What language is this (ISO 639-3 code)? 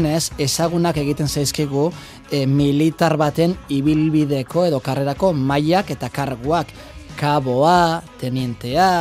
eus